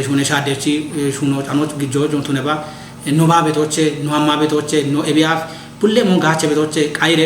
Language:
Kafa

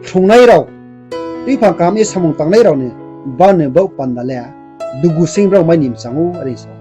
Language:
Riang (India)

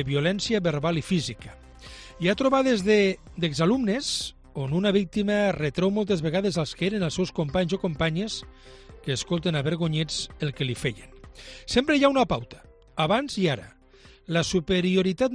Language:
Catalan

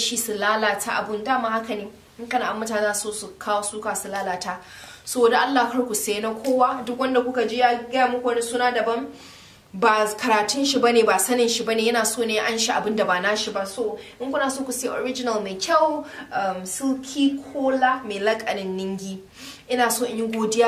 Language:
Hausa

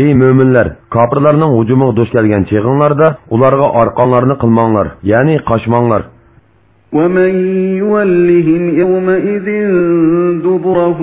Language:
Uyghur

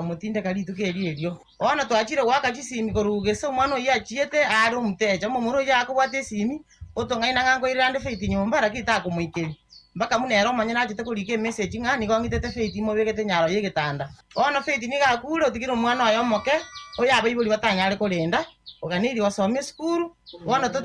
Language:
Gusii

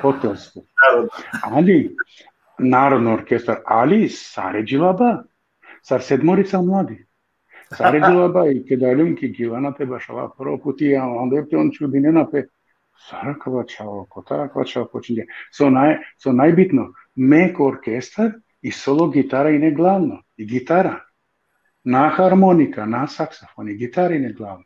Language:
Balkan Romani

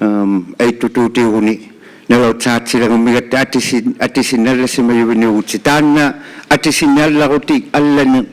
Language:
Inuktitut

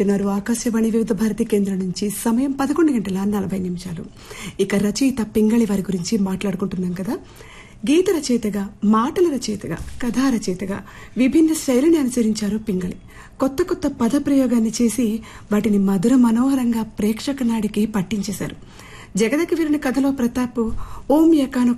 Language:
Telugu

